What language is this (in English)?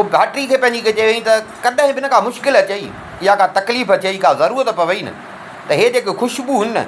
Sindhi